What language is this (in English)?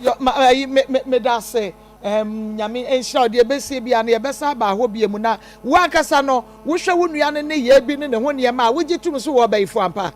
Akan